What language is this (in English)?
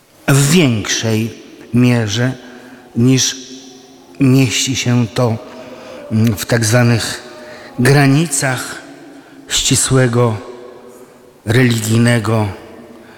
Polish